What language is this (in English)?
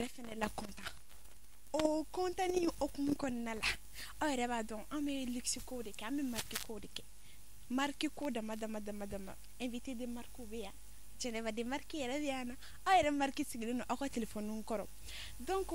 Bambara